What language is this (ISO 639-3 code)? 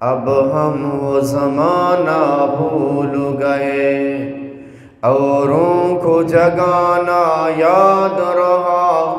bgp